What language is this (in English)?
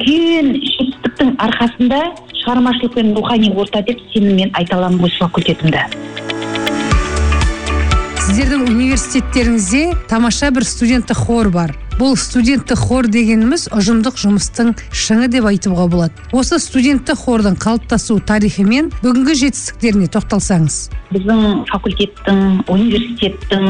Kazakh